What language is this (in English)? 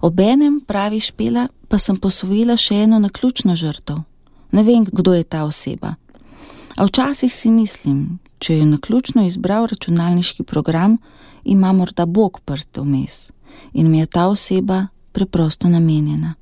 Slovenian